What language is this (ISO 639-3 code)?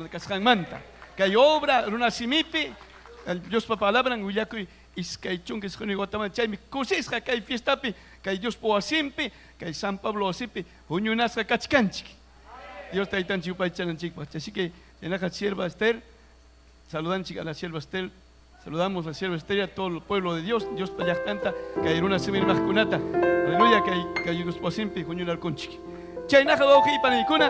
quy